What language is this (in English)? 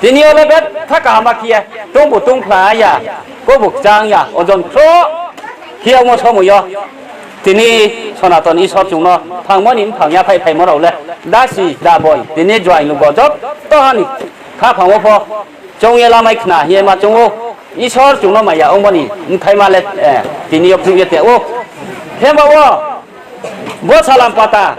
Riang (India)